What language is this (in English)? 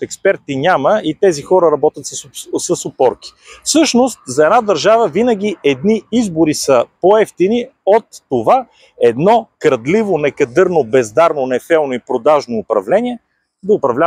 Bulgarian